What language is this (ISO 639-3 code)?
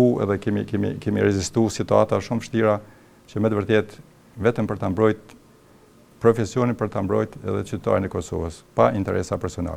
sqi